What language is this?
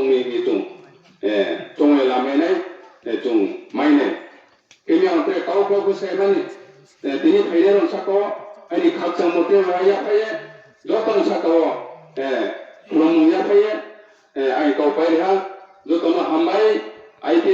Riang (India)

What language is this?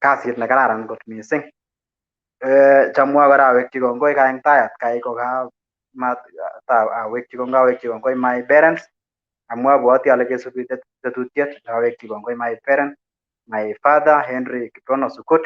Kalenjin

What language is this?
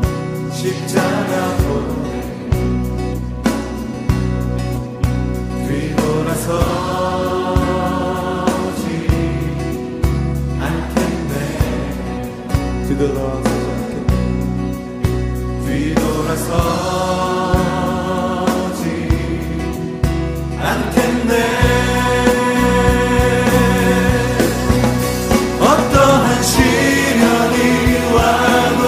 Korean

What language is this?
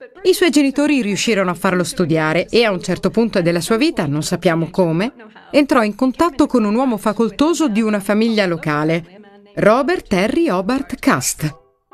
Italian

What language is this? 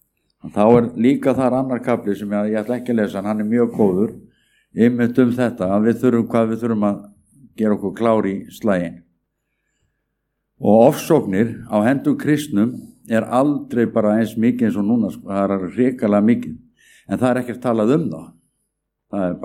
Icelandic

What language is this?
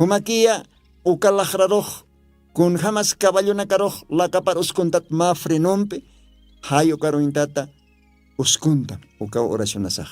Aymara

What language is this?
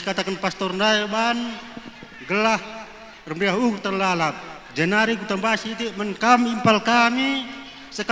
Batak Karo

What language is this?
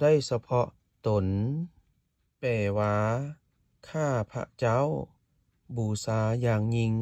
Lao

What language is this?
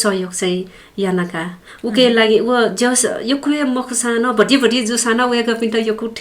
Newari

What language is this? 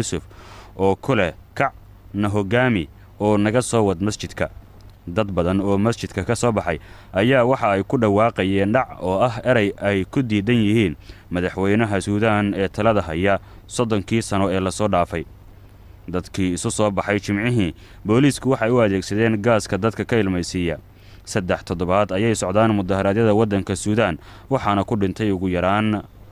Somali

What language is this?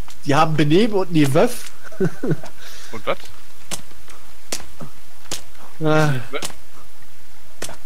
German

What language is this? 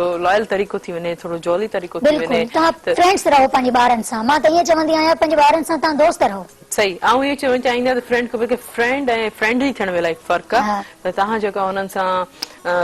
Sindhi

